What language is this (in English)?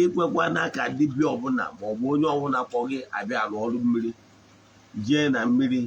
Igbo